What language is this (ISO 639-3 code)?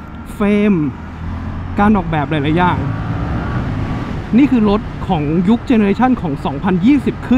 tha